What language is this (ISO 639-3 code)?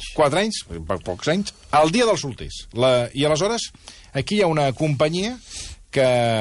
cat